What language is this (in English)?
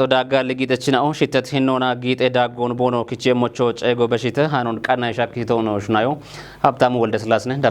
Kafa